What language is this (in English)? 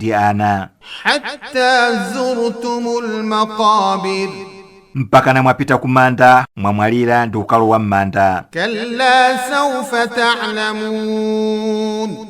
Nyanja